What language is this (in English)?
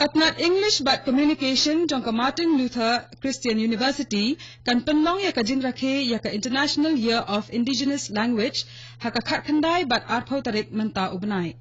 Khasi